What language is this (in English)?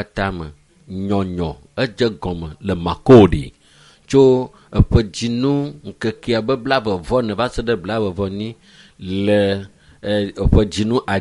Ewe